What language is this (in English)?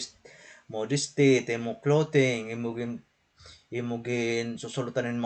Waray